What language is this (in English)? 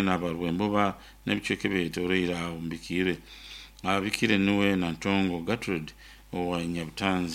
Nyoro